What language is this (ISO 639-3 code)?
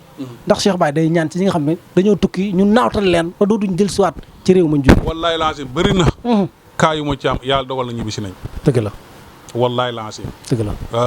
wol